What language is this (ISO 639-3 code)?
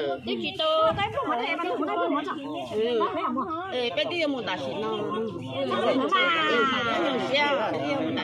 vie